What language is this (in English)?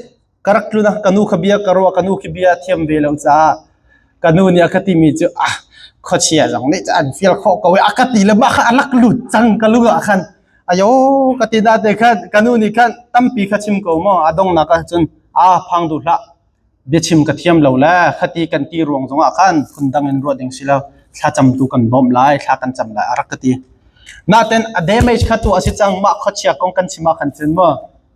Hakha Chin